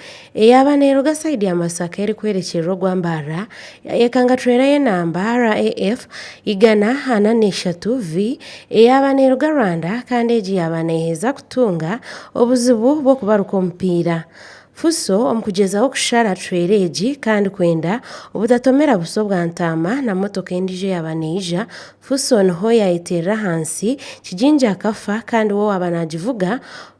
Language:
Nyankole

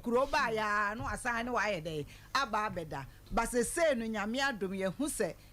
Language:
Akan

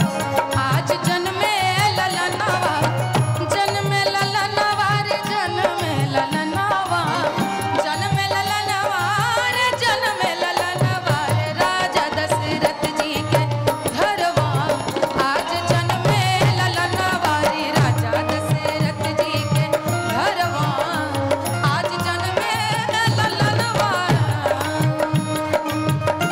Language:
Bhojpuri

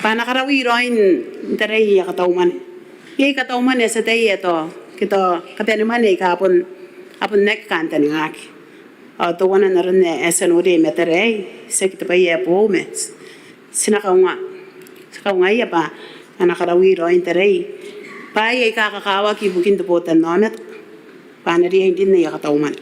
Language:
Gilbertese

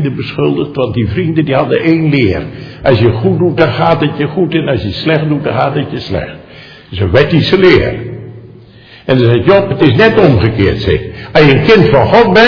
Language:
Dutch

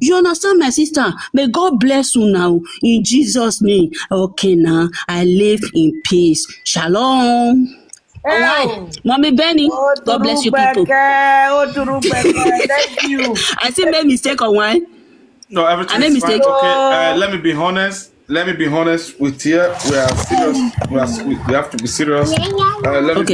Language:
Nigerian Pidgin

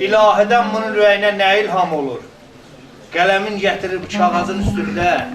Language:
South Azerbaijani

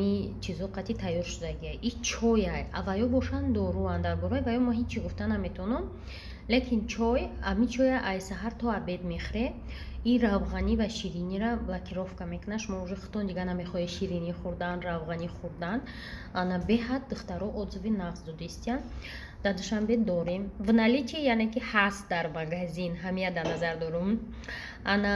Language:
Tajik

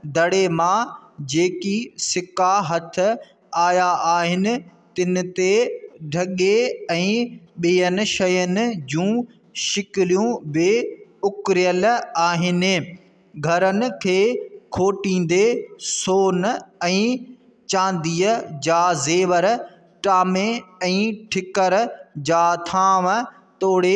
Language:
Sindhi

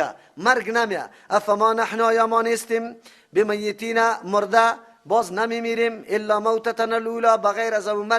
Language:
Persian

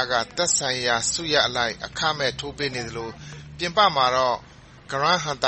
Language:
Burmese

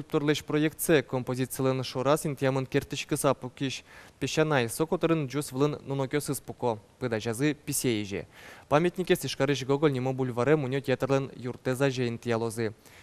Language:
Udmurt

